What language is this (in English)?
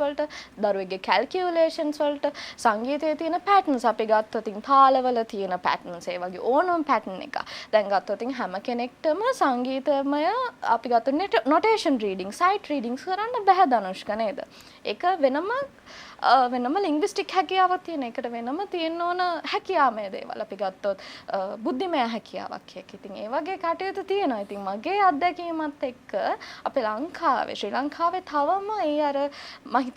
Sinhala